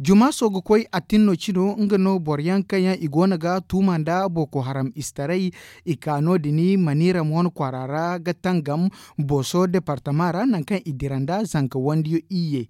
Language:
Zarma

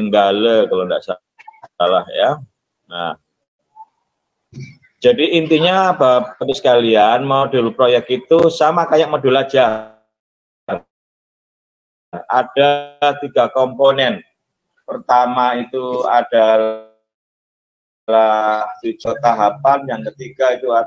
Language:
Indonesian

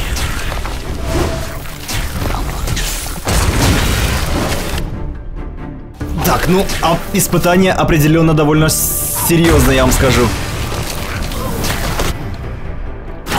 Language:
Russian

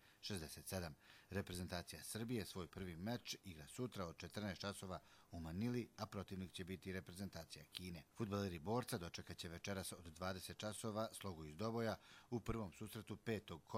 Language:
Bosnian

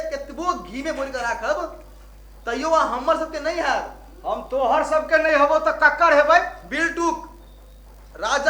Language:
Maithili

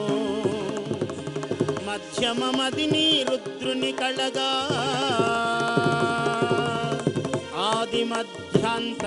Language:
Telugu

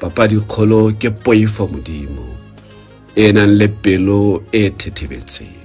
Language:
Tswana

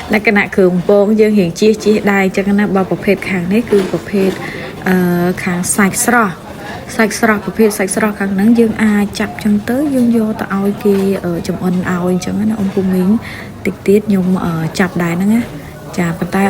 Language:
Khmer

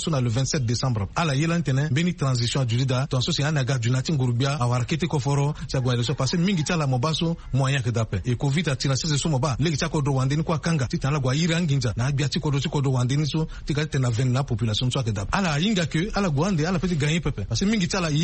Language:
Sango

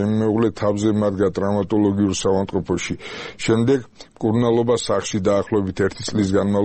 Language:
Georgian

